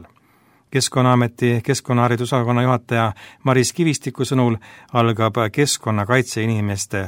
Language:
Estonian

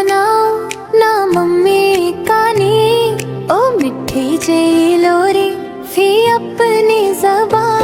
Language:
Dogri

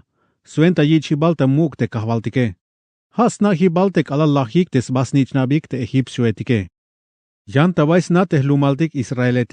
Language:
Tzeltal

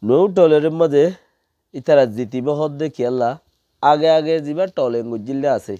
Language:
Rohingya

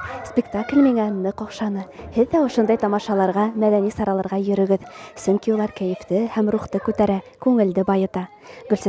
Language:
Bashkir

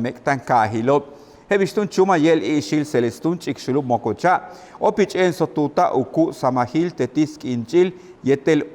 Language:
Yucateco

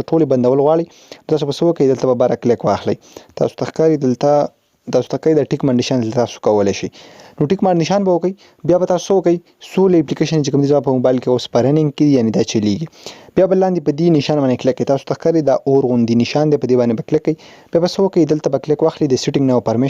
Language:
Pashto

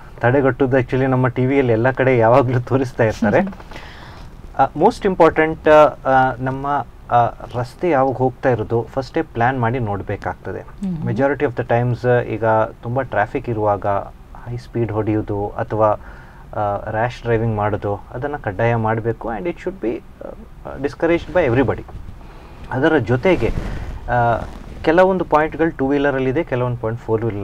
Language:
Kannada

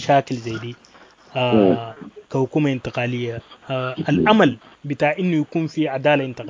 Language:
Sudanese Arabic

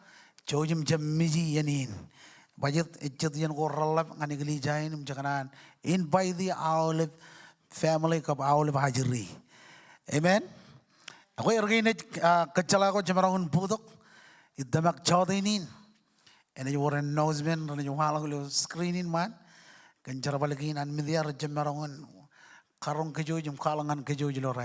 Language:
Marshallese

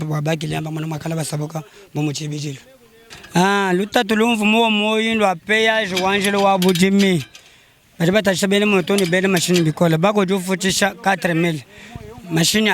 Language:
Luba-Lulua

